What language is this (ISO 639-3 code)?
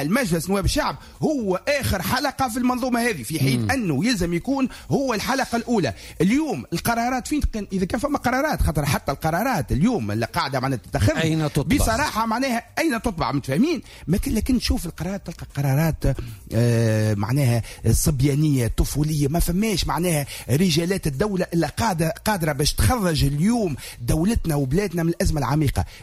aeb